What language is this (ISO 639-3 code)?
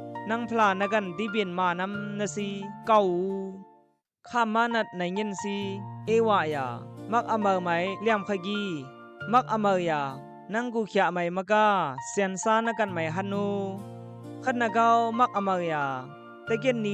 kht